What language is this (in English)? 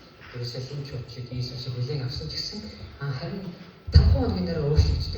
Mongolian